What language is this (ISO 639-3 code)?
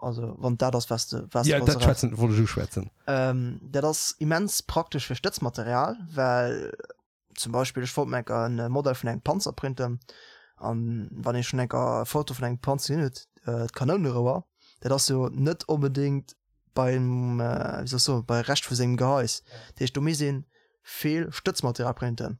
ltz